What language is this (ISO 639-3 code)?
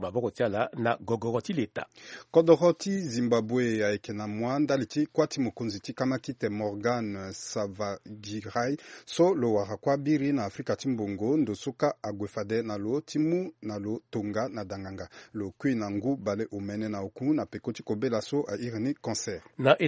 sag